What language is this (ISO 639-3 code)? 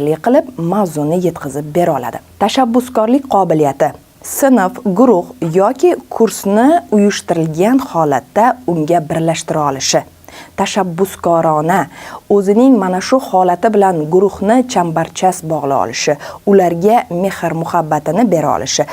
uzb